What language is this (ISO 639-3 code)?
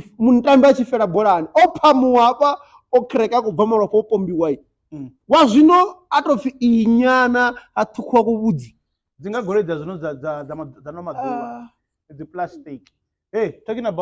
ven